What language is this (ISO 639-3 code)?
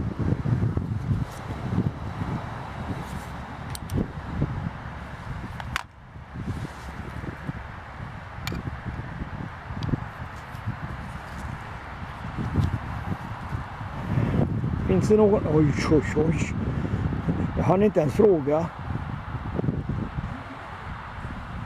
swe